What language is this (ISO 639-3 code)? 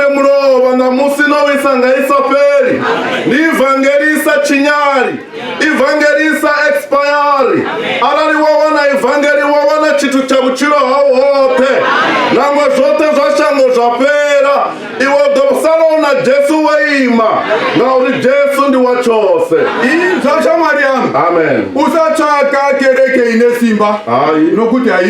ven